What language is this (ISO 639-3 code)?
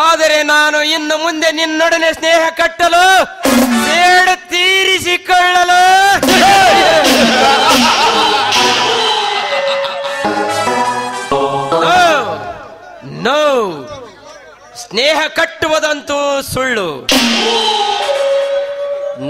kan